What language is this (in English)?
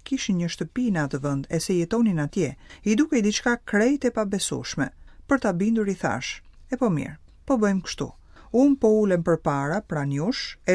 Albanian